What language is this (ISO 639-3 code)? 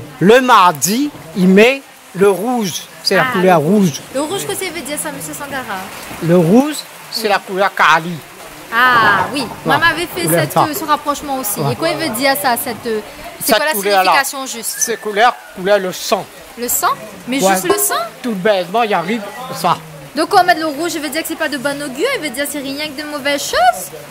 rcf